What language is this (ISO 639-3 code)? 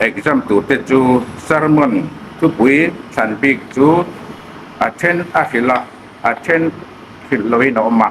hmr